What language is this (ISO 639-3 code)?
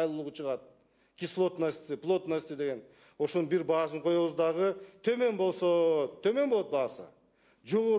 kir